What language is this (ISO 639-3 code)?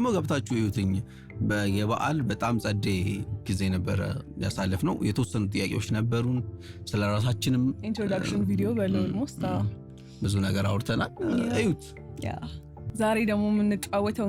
amh